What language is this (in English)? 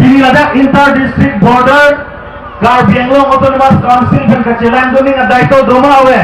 Karbi